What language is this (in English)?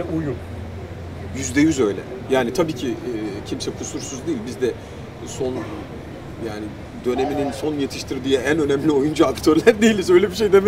Turkish